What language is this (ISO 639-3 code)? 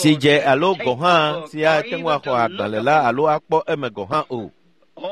ewe